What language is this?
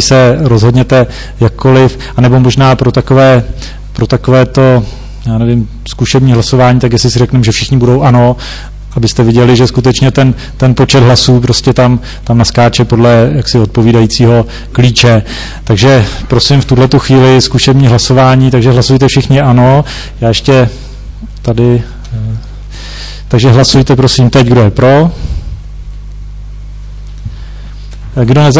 Czech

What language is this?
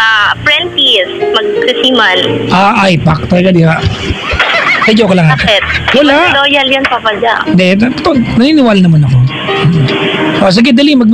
Filipino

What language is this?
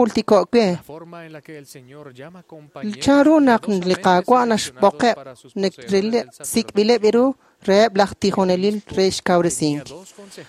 Kekchí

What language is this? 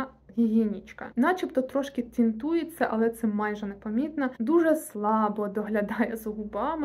Ukrainian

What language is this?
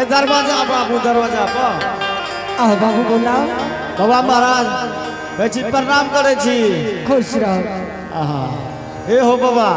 Angika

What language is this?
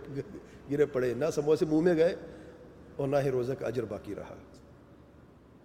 Urdu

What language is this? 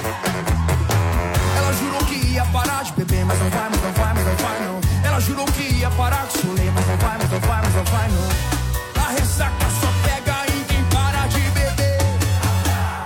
Portuguese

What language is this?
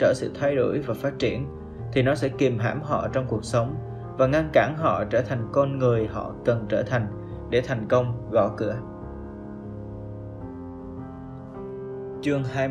Vietnamese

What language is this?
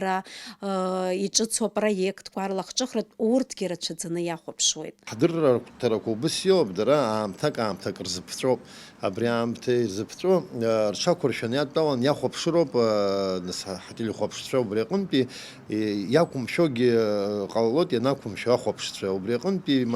Abkhazian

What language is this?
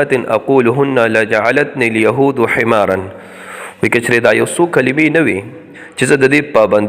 Pashto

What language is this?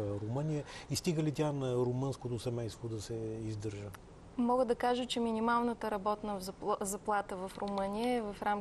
Bulgarian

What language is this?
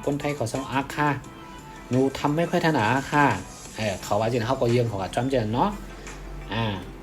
Shan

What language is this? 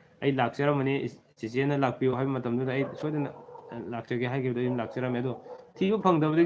Manipuri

